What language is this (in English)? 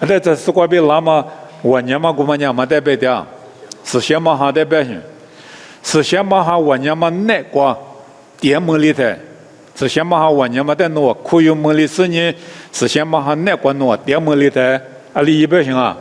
Lisu